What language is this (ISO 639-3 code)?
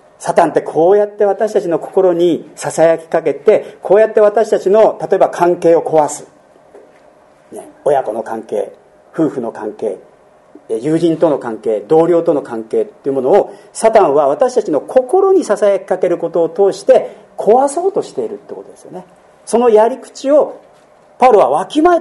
jpn